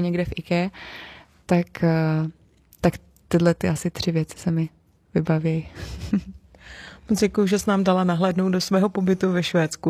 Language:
Czech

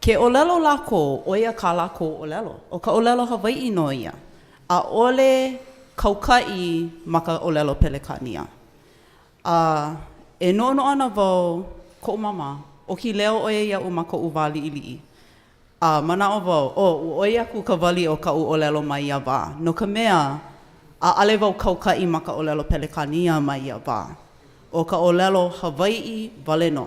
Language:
Hawaiian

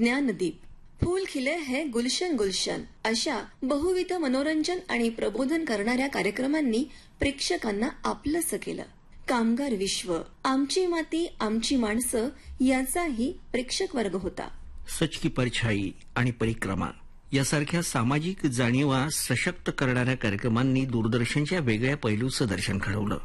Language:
Marathi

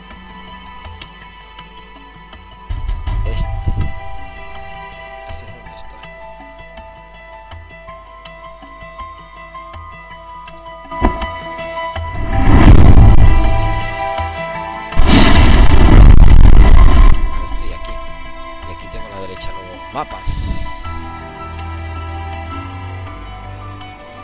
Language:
Spanish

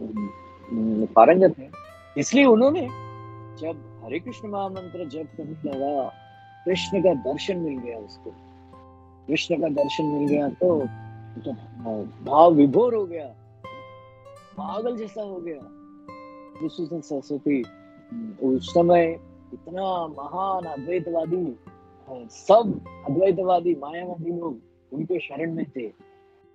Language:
Hindi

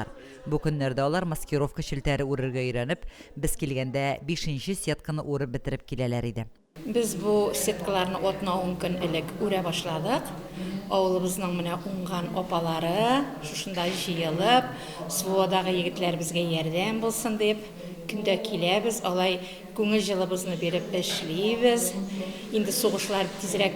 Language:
Tatar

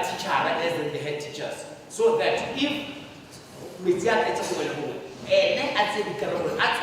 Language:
Tswana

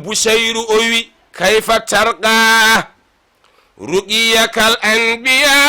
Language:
Fula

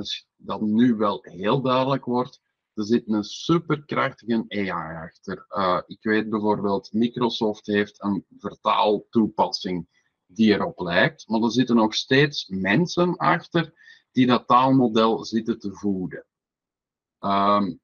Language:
Dutch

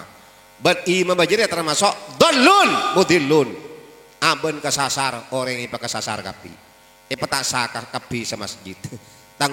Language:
Madurese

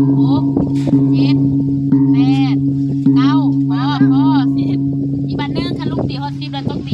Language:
Lao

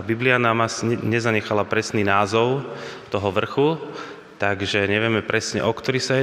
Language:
Slovak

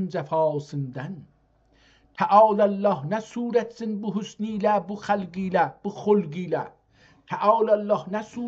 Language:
South Azerbaijani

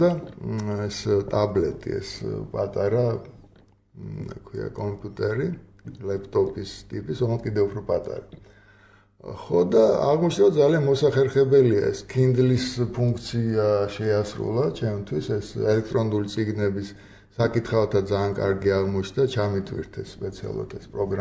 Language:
Georgian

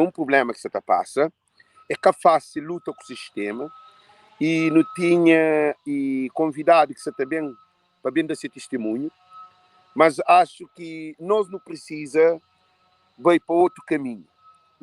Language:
Kabuverdianu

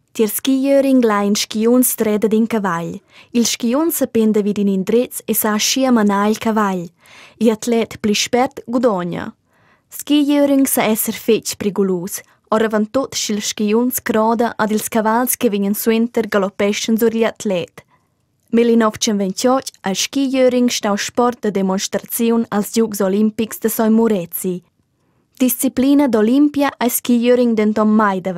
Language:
Romansh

